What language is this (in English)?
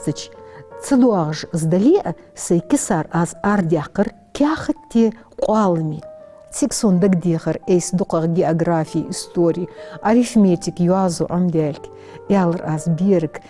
Ingush